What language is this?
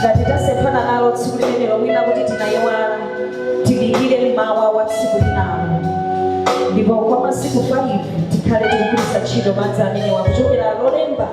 Nyanja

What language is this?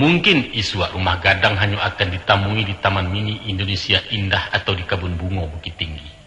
Minangkabau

